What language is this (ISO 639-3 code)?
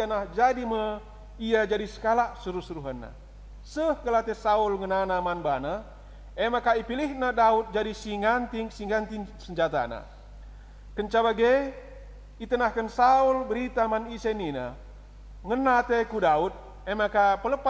btx